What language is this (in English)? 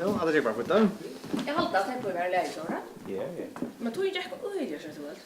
Faroese